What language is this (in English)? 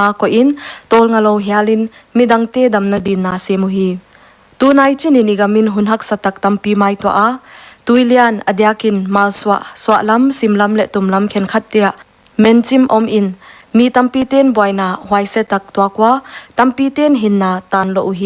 Paite Chin